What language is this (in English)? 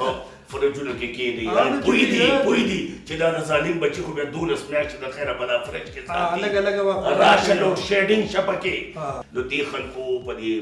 Pashto